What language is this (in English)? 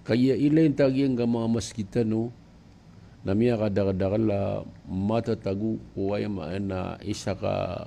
Maranao